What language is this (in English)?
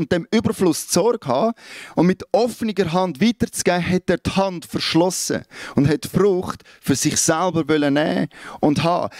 Swiss German